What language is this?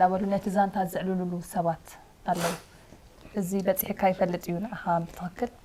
Tigrinya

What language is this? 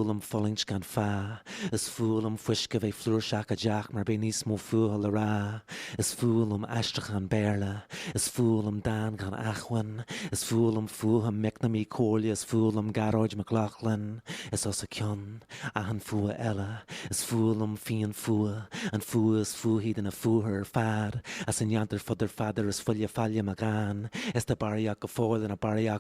Irish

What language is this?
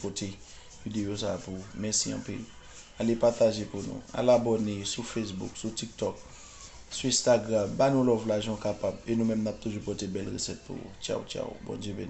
Haitian Creole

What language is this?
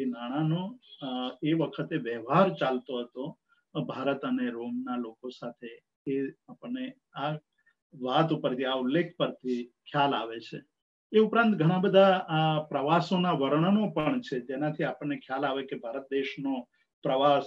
Gujarati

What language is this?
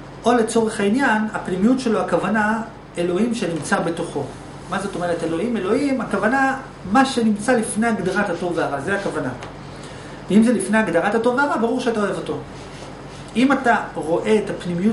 Hebrew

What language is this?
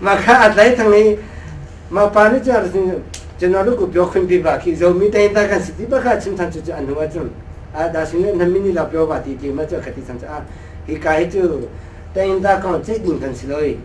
Hakha Chin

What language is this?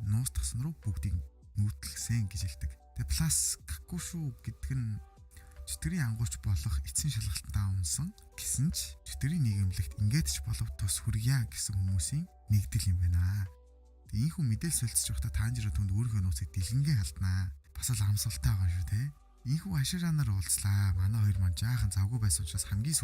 Mongolian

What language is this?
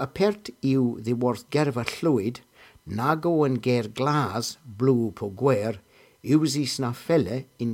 Cornish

